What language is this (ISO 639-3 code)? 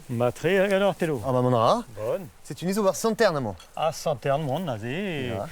bre